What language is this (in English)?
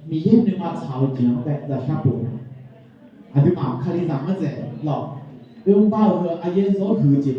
Akha